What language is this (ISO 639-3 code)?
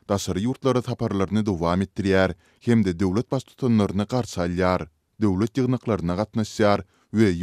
tuk